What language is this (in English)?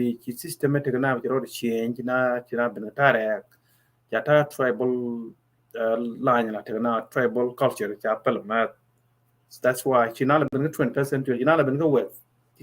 Nuer